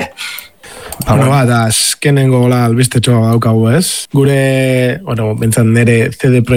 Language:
Basque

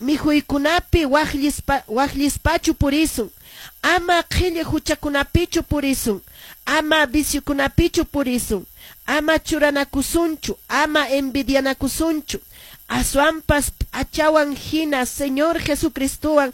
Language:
Quechua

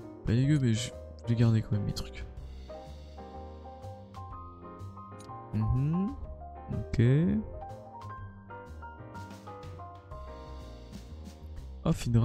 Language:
French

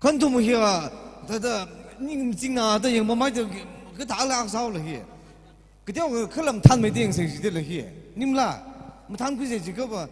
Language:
Tangkhul Naga (India)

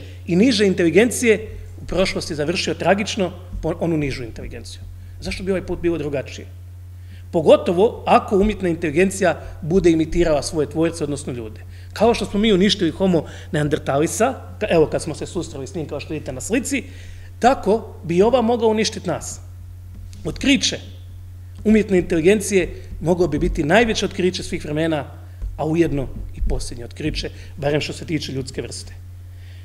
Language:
Croatian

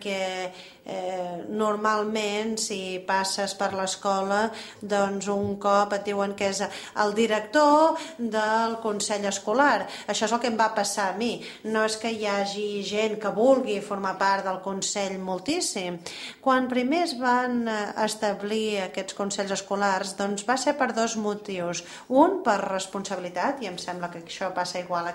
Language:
Catalan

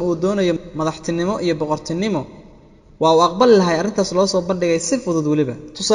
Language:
Somali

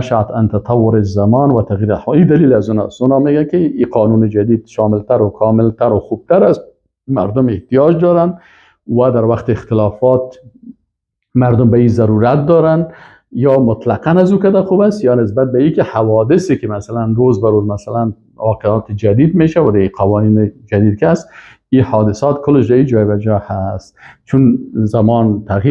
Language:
Persian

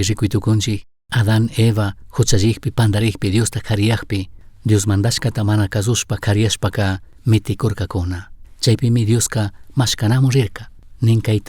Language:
Chimborazo Highland Quichua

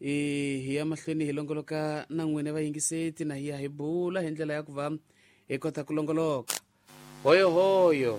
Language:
Tsonga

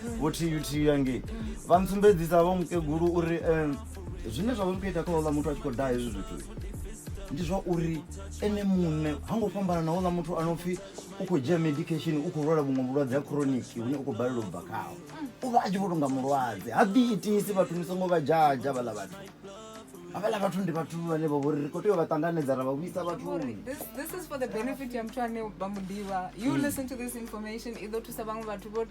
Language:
Venda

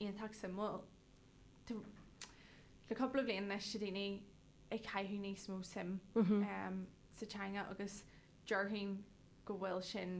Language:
Irish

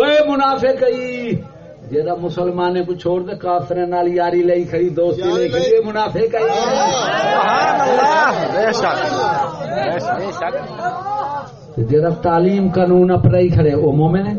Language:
Saraiki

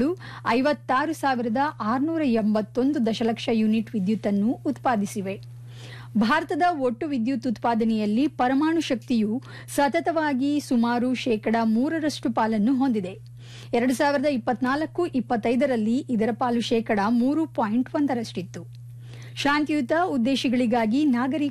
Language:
Kannada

